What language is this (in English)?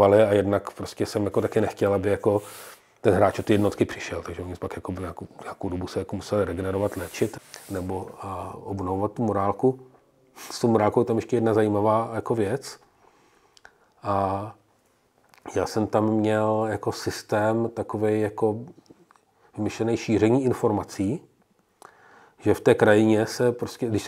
Czech